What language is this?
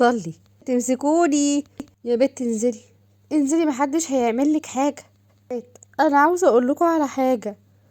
Egyptian Arabic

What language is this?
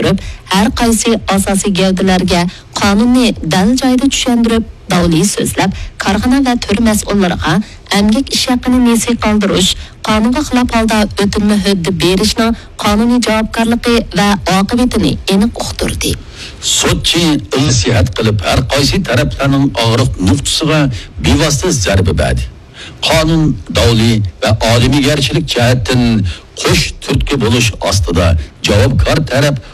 Uyghur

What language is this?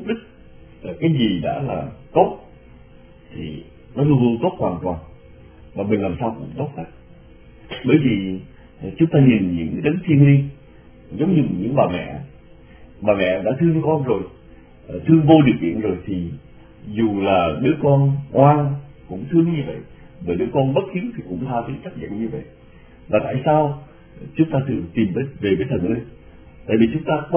Vietnamese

